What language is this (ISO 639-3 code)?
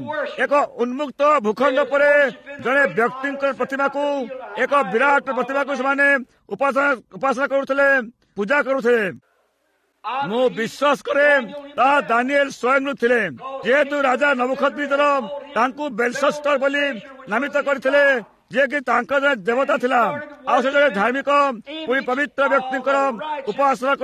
ori